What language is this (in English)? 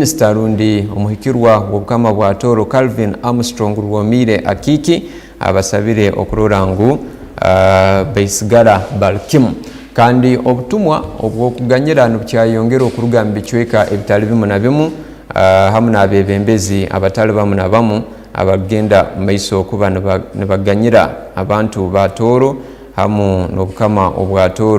Tooro